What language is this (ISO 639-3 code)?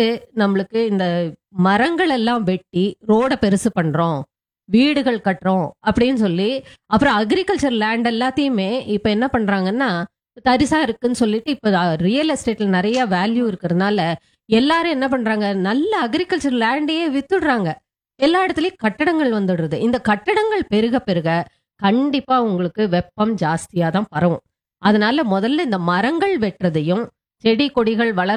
tam